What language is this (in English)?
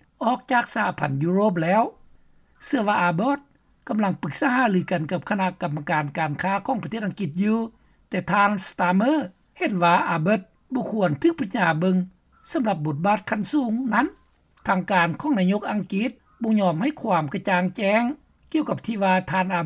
Lao